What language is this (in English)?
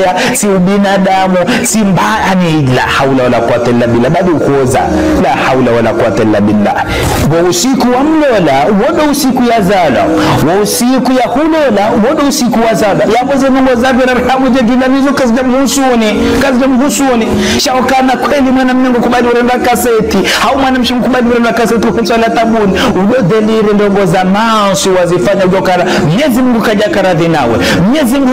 Ngazidja Comorian